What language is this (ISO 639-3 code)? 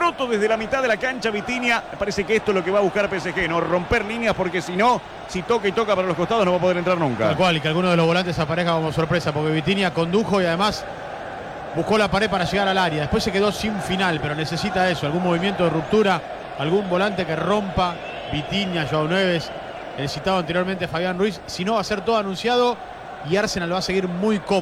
spa